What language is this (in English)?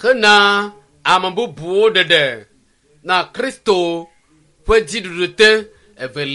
Ewe